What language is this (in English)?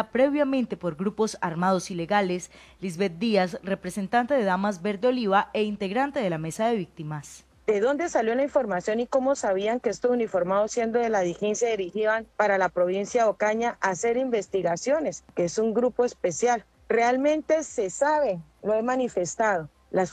Spanish